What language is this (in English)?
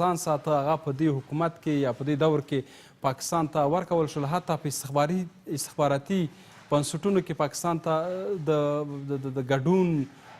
Pashto